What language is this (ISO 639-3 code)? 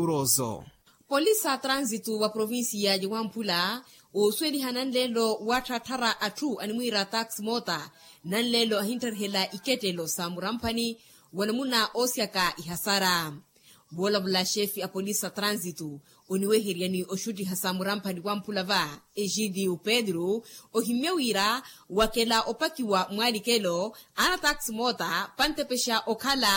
vmw